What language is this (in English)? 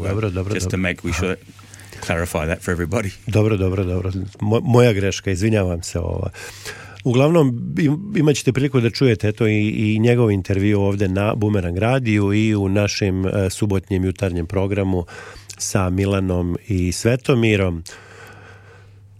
Serbian